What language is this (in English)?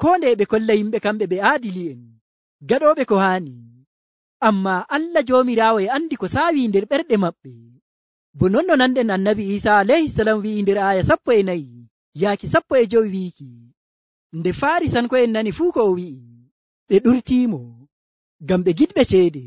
Nigerian Fulfulde